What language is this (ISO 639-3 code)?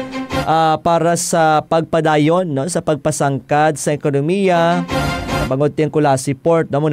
hil